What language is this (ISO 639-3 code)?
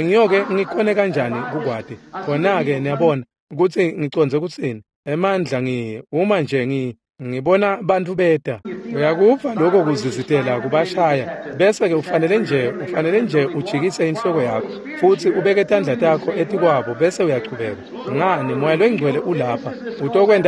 ssw